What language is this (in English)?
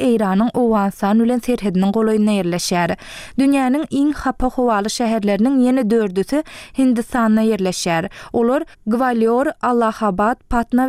Turkmen